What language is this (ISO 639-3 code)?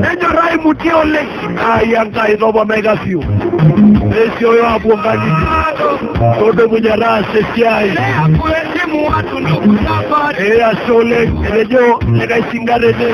mas